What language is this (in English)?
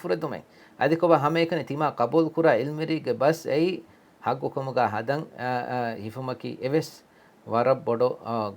Divehi